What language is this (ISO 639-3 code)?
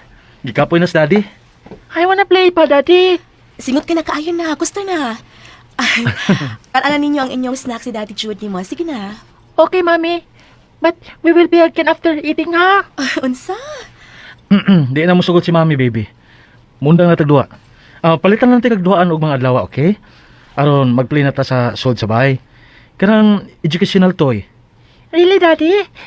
ceb